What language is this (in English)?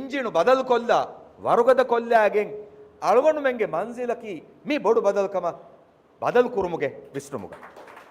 Divehi